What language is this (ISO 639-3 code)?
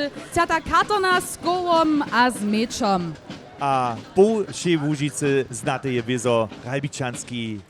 hsb